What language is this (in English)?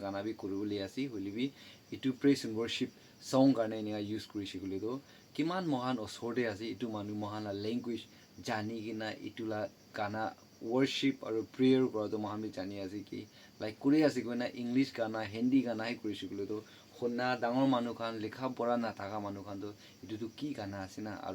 Naga Pidgin